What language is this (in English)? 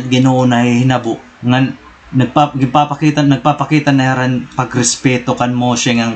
Waray